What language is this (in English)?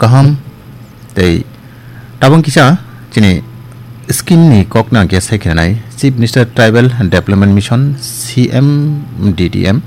Kok Borok